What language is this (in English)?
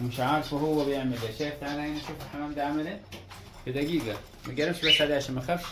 Egyptian Arabic